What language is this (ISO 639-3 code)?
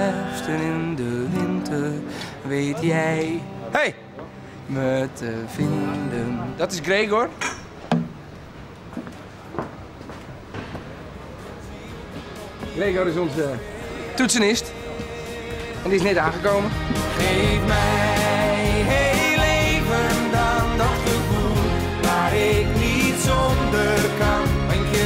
nld